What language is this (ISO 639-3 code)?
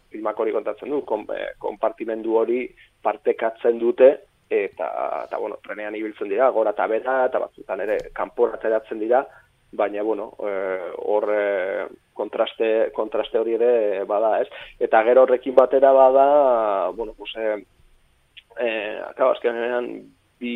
eus